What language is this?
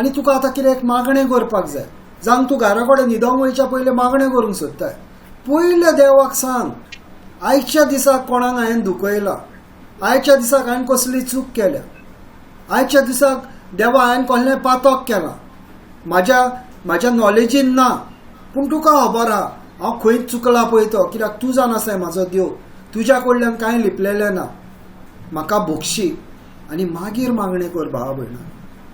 Konkani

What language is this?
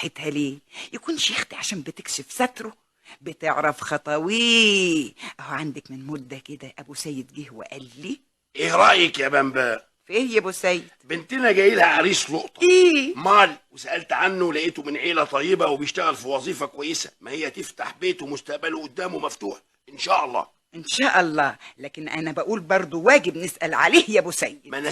Egyptian Arabic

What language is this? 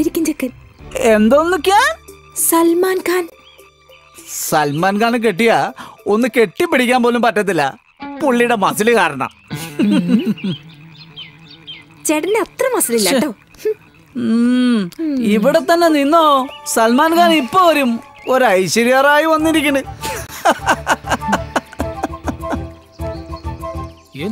Malayalam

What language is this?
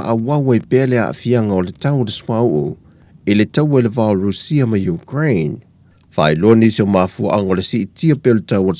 Samoan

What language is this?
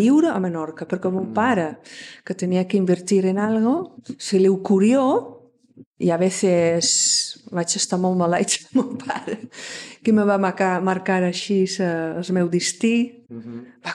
Catalan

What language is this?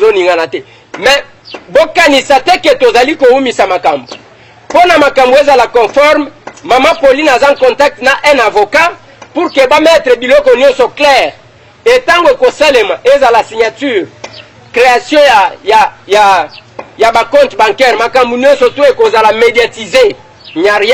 Lingala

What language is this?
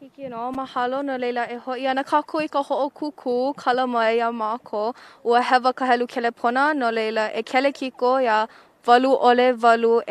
Hawaiian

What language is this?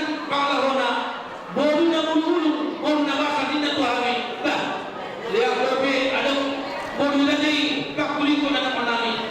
Batak Toba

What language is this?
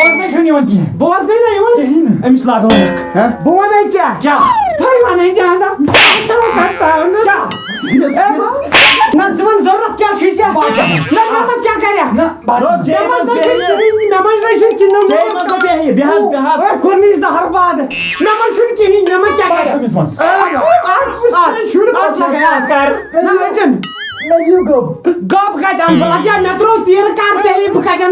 Kashmiri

